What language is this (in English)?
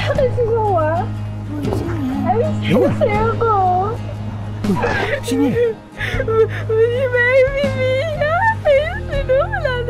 Filipino